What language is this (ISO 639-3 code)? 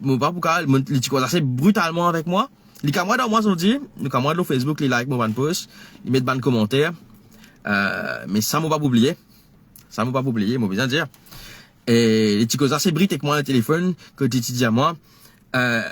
mfe